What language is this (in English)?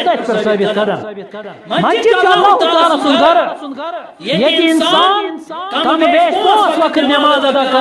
Kashmiri